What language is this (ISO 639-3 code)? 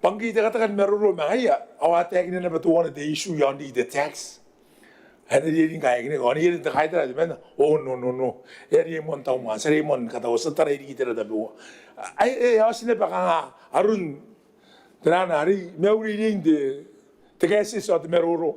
gil